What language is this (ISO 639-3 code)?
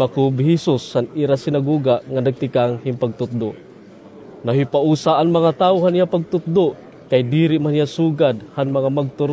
war